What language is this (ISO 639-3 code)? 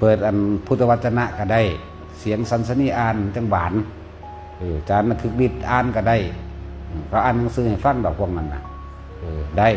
tts